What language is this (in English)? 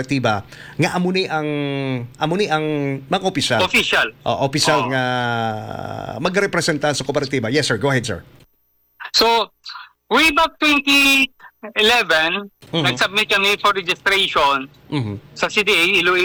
Hiligaynon